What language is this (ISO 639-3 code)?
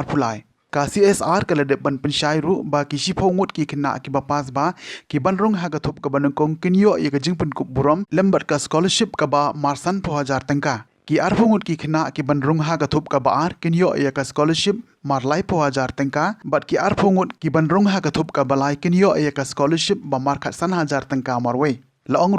kha